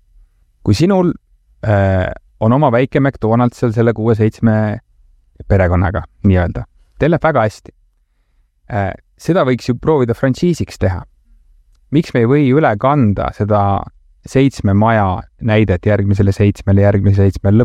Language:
Estonian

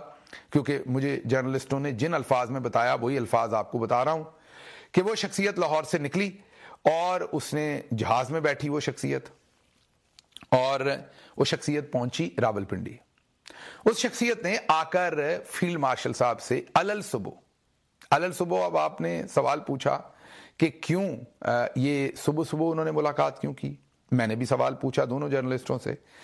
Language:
Urdu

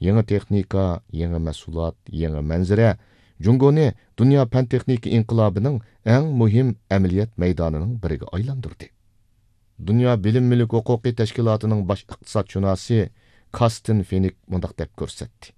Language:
Uyghur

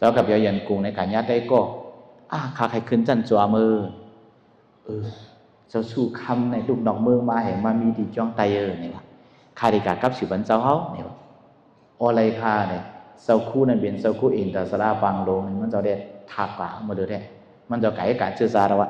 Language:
Shan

